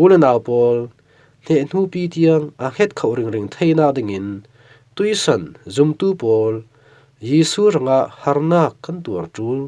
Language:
Falam Chin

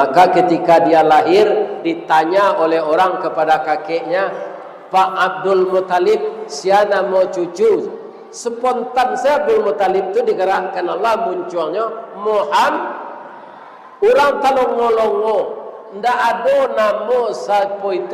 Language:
Minangkabau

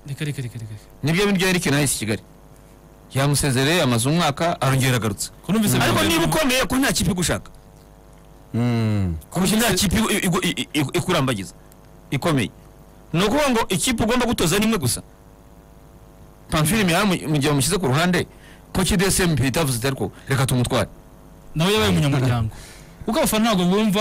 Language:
Kinyarwanda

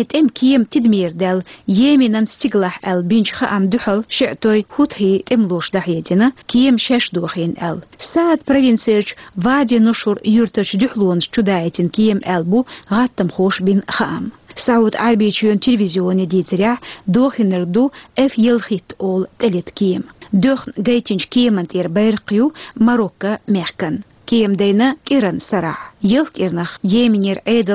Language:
Chechen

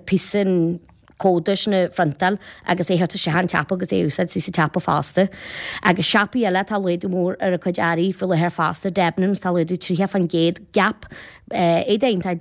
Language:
Irish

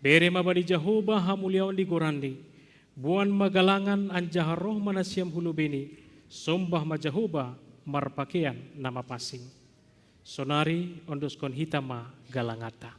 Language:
Batak Simalungun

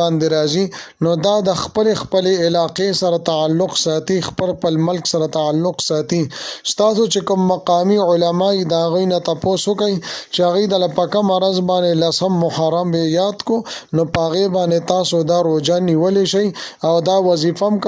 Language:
Pashto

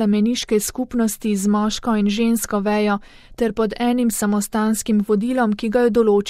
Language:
Slovenian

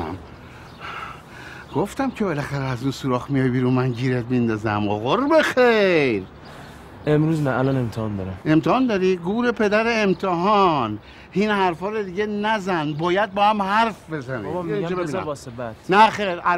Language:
Persian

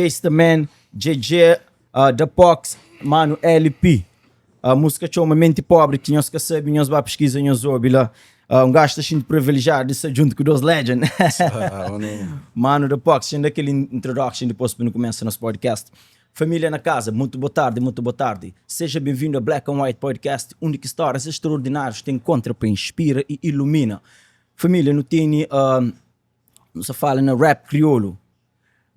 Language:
Kabuverdianu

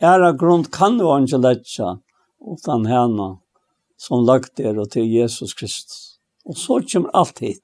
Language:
Faroese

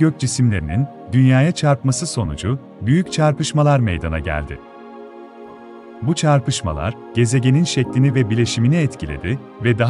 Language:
Turkish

